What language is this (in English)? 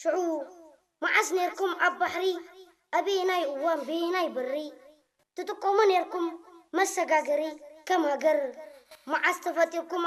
Tigrinya